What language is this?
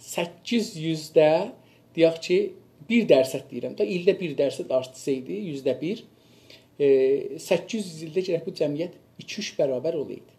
South Azerbaijani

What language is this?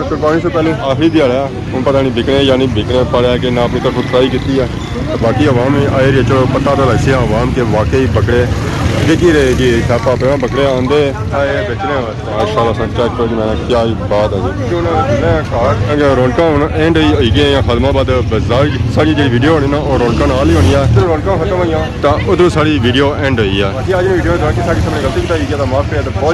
Pahari-Potwari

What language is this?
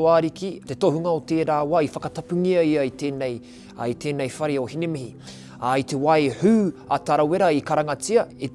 Māori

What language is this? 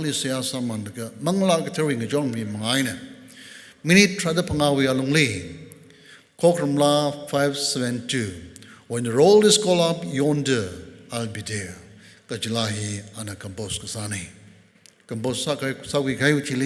Tangkhul Naga (India)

